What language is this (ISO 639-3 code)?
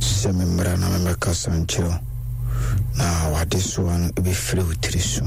aka